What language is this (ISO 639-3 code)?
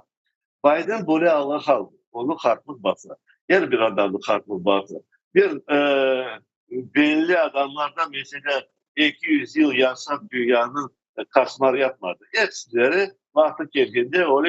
crh